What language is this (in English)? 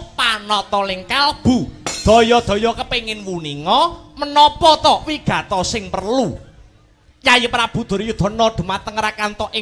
Javanese